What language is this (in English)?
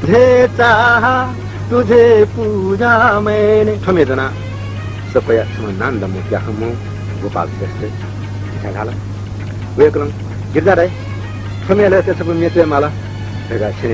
Newari